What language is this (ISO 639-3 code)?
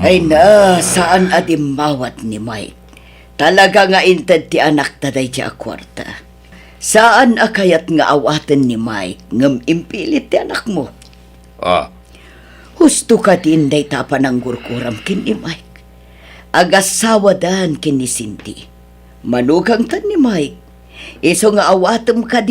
ilo